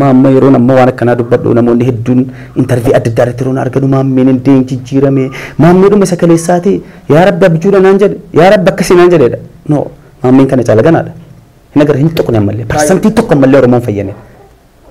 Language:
Oromo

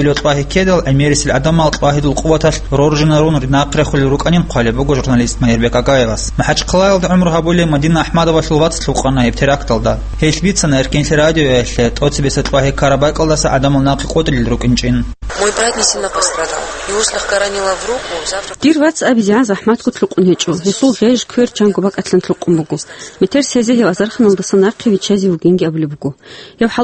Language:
Avaric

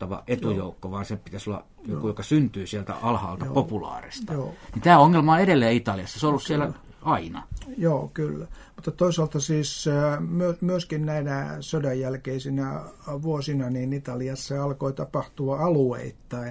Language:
Finnish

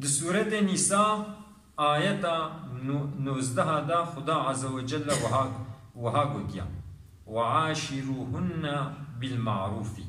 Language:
Kurdish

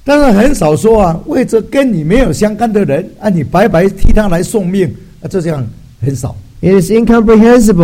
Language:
Chinese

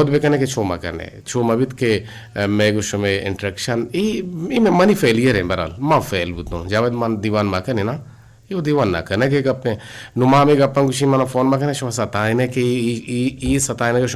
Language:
Eastern Balochi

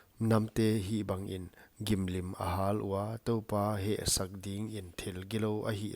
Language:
Paite Chin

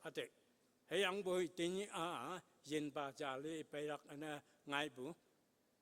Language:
Konyak Naga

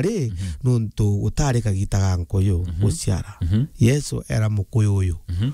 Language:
Meru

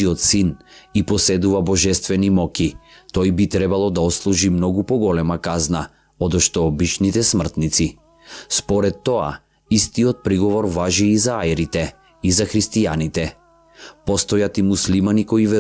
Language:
Macedonian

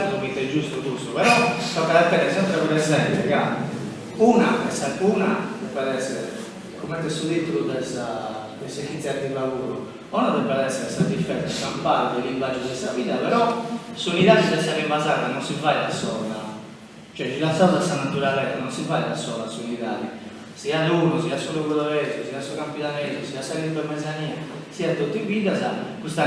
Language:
Sardinian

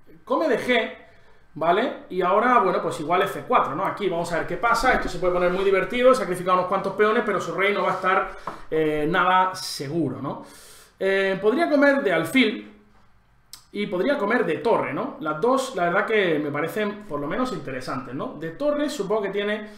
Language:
Spanish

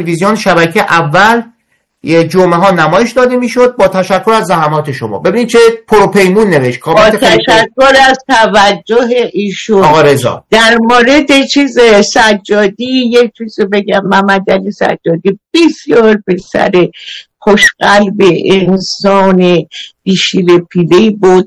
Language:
Persian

